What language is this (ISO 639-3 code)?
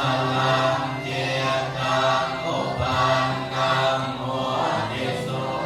pli